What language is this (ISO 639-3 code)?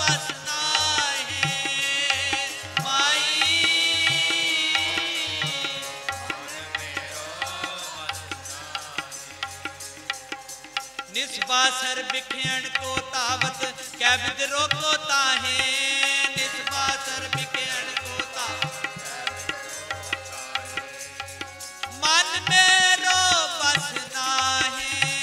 hin